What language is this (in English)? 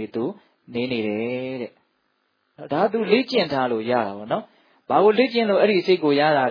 Burmese